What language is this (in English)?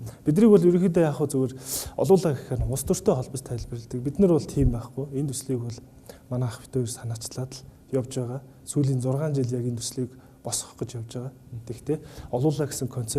Mongolian